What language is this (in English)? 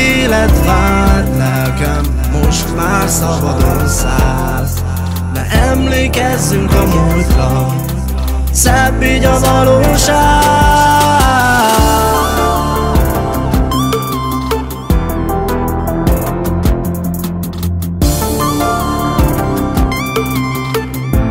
Hungarian